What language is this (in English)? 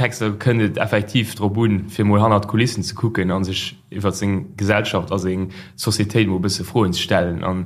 Luxembourgish